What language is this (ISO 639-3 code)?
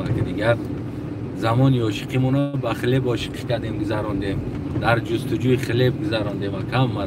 tgk